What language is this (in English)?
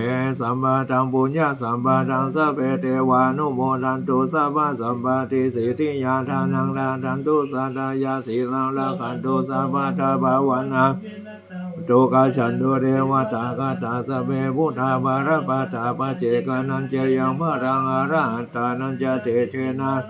Pali